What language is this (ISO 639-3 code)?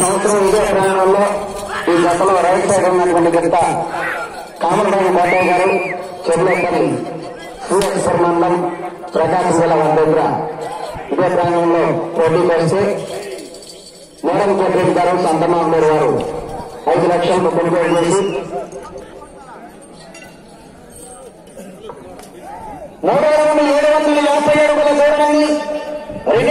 tel